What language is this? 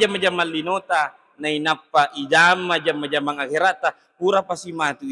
Buginese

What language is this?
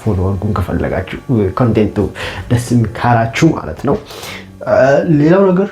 Amharic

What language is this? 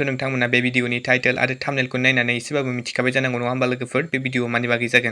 Bodo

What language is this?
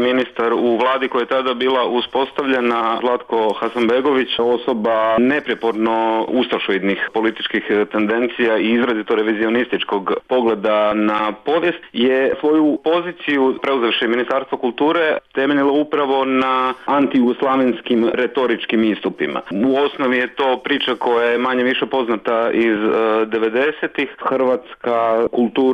Croatian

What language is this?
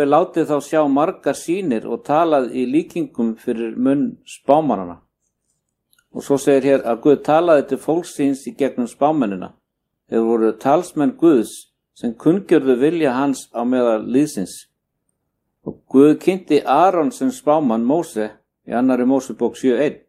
Icelandic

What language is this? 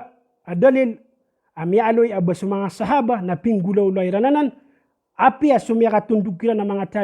Maranao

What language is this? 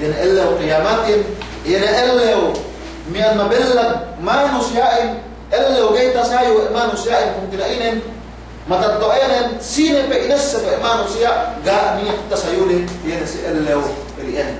Yakan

